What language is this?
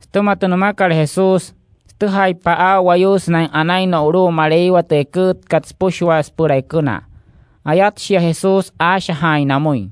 Wayuu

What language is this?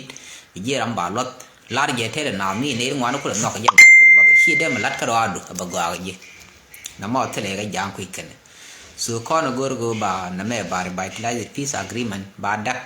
Nuer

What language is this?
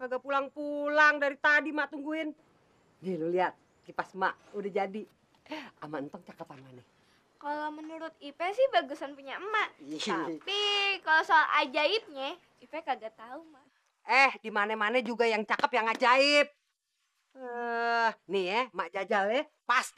Betawi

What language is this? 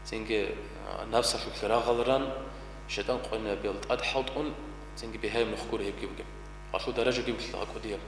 Avaric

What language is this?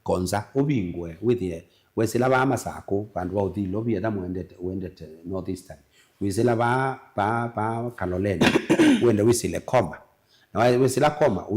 Kamba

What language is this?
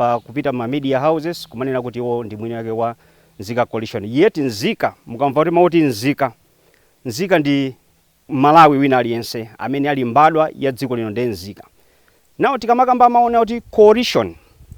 Nyanja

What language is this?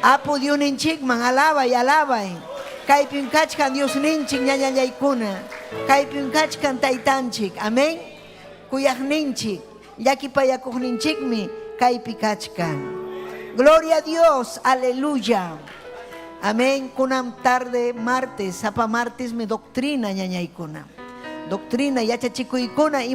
Ayacucho Quechua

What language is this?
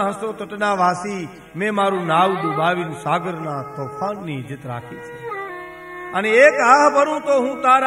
Gujarati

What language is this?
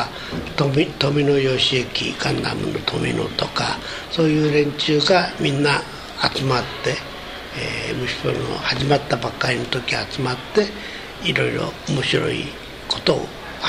Japanese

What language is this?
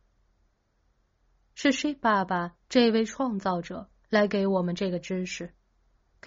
Chinese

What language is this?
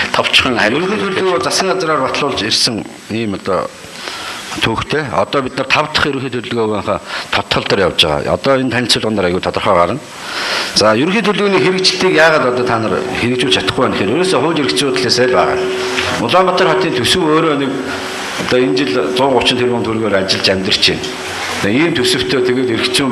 Mongolian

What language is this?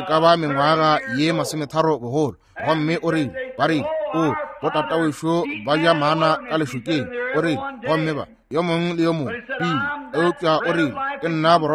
Northern Sotho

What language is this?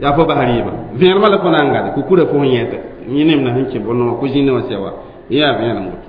Mossi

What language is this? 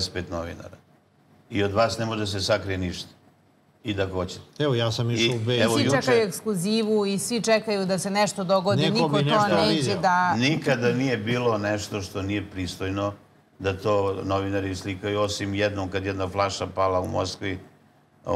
Serbian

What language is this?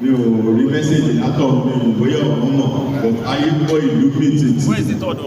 Yoruba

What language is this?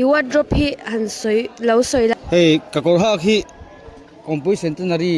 Mizo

